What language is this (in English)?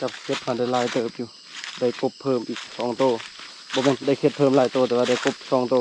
Lao